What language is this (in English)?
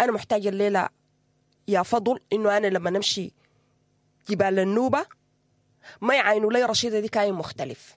Sudanese Arabic